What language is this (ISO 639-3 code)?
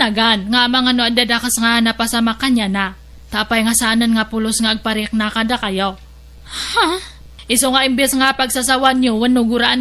ilo